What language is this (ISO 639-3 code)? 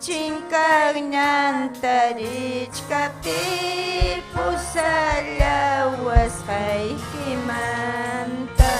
quy